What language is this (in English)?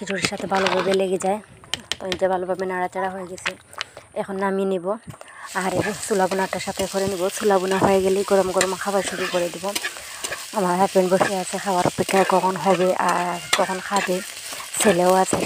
Bangla